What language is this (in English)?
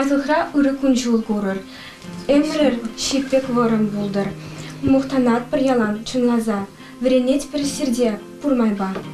Chuvash